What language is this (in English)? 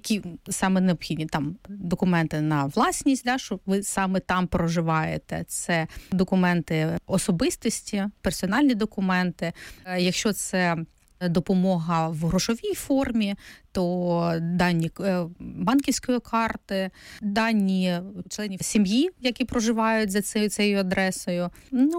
Ukrainian